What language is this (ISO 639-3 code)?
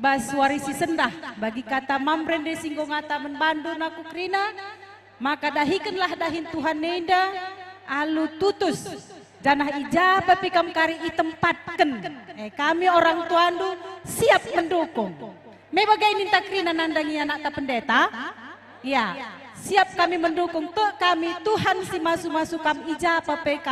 btx